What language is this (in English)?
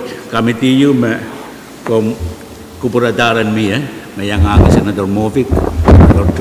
Pohnpeian